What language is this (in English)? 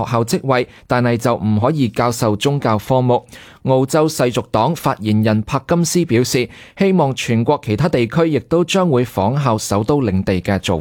Cantonese